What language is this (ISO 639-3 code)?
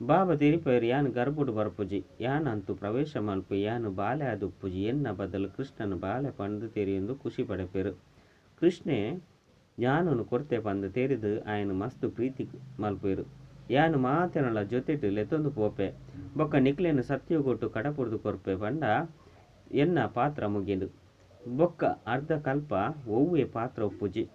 tcy